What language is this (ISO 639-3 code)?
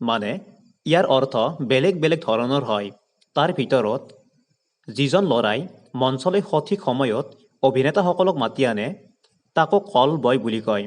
asm